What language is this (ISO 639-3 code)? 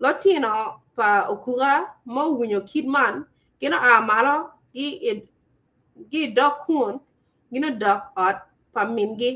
ach